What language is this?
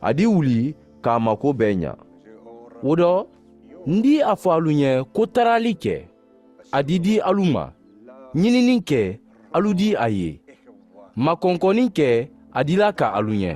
Mandingo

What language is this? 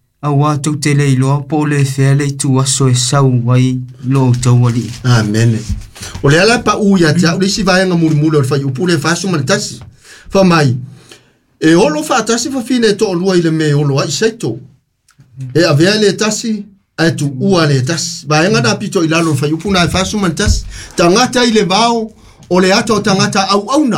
Samoan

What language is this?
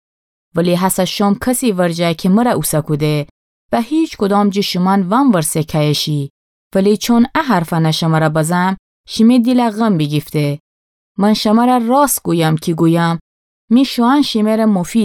Gilaki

